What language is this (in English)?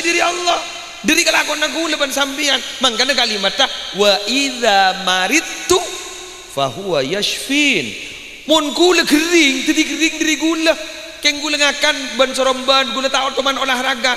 Madurese